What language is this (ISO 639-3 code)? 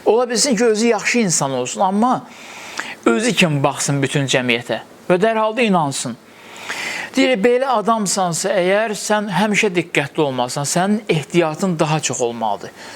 aze